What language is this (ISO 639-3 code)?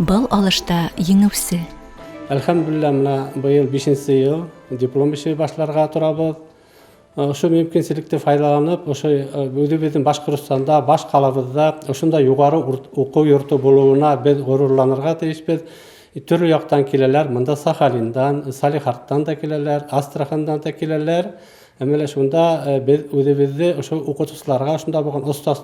bak